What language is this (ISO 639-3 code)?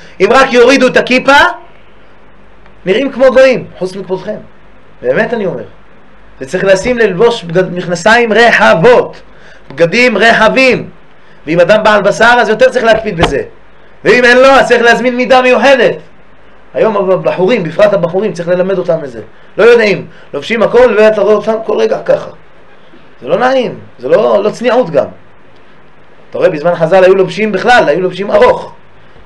heb